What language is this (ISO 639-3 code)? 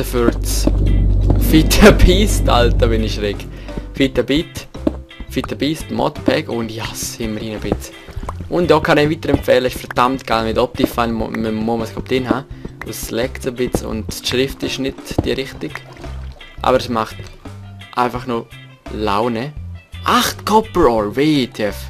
gsw